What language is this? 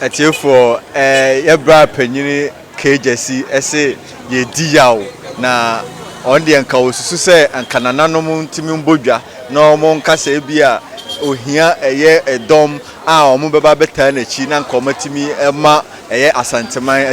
Akan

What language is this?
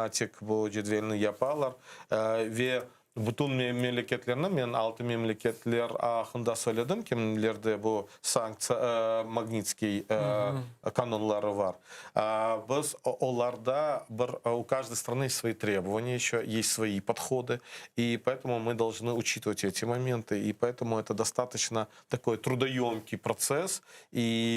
Crimean Tatar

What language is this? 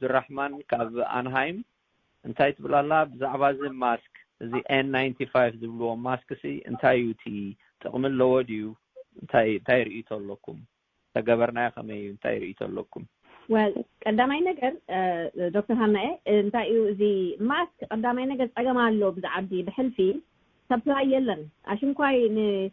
Tigrinya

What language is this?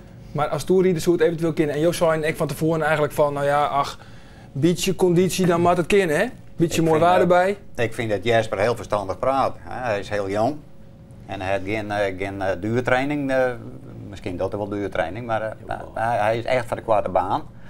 Western Frisian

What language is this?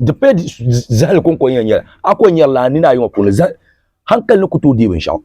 Dagbani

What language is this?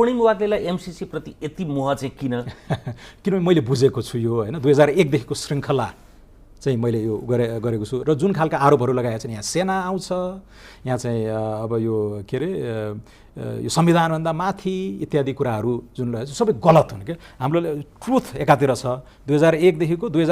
Nepali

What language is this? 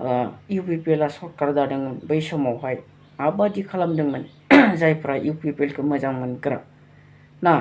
Bodo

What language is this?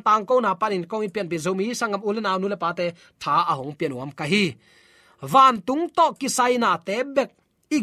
Tedim Chin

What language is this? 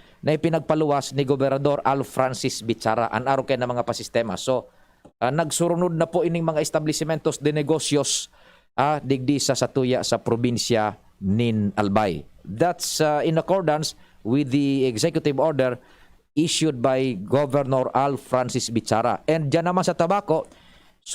Bikol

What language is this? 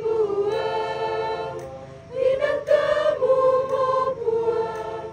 Toraja-Sa'dan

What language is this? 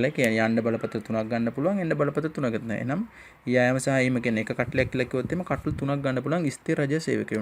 Sinhala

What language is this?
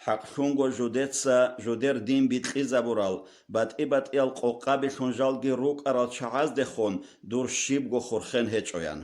Avaric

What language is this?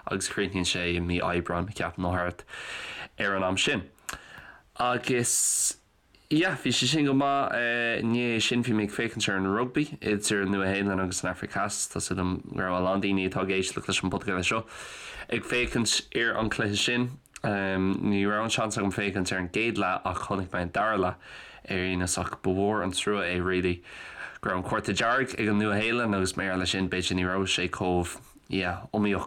Irish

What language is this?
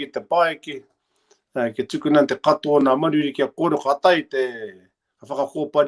Māori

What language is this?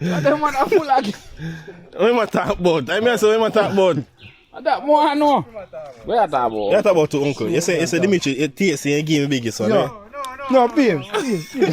Jamaican Creole English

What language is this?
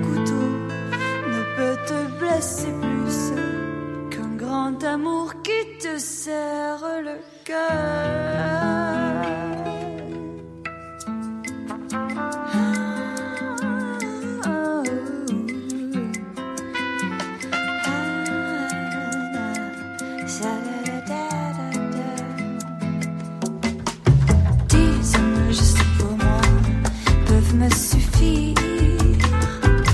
French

